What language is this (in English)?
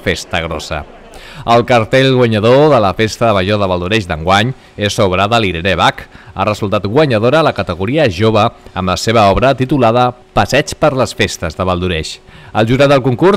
Catalan